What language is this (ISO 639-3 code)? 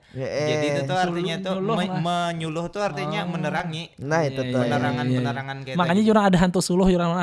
bjn